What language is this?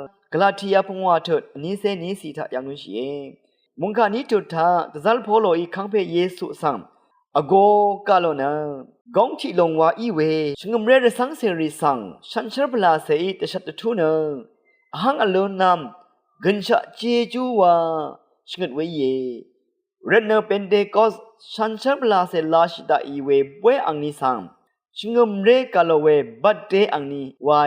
Rawang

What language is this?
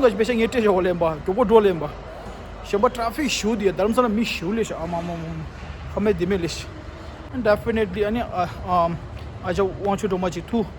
Tibetan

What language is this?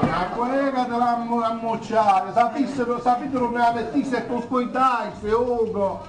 Sicilian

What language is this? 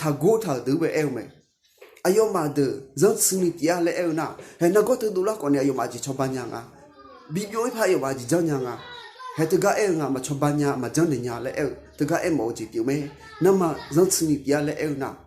Akha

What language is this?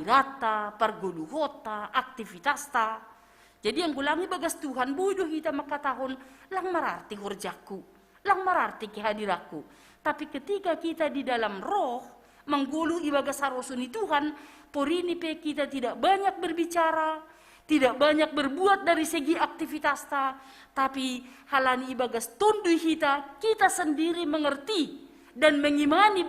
Batak Simalungun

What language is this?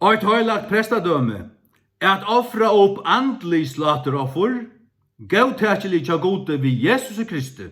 Faroese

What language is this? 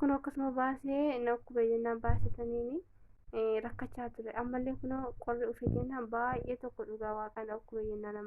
Oromo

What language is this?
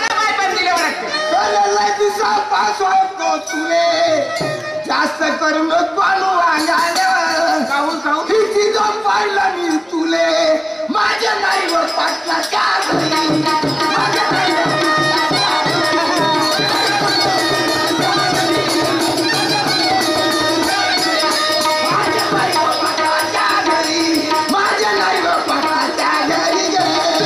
Marathi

